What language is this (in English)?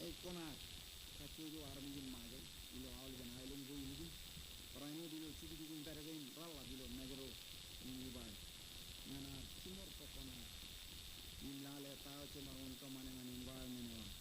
Marshallese